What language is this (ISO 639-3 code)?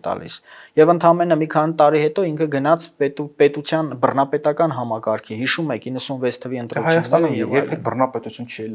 hye